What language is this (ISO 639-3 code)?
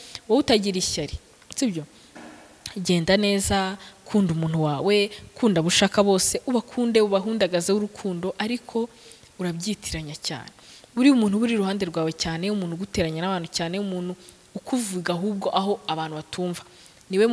kin